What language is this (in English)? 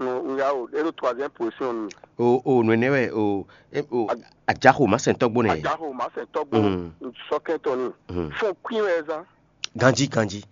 Fon